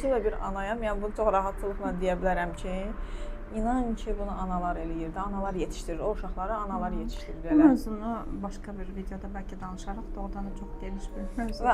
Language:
Azerbaijani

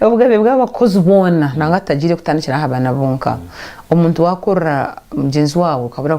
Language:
Nyankole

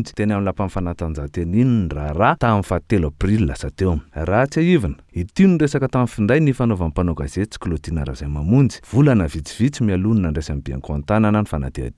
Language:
Malagasy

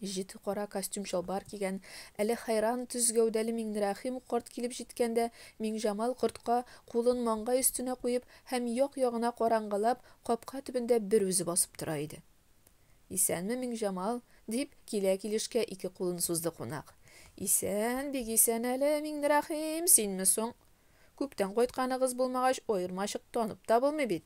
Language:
Tatar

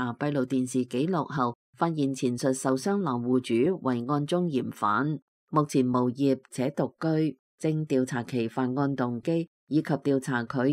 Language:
Cantonese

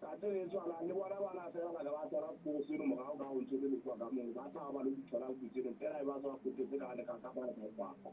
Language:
Southern Sotho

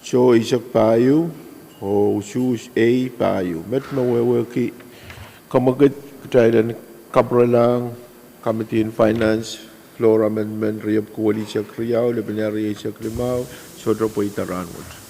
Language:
Pohnpeian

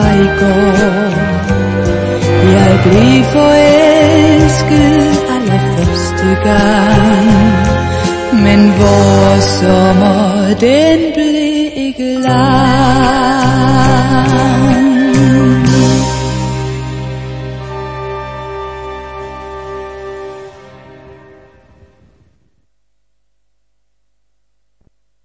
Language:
Danish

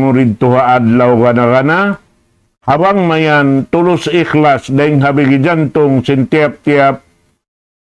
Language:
Tausug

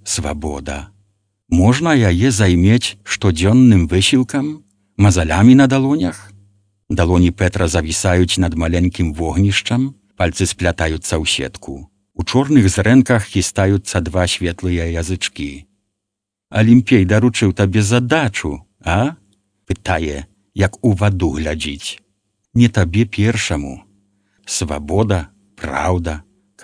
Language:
Belarusian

